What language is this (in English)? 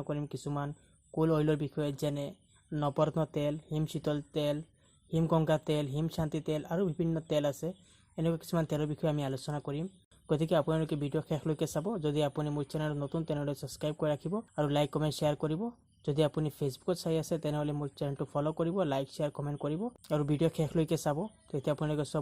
Assamese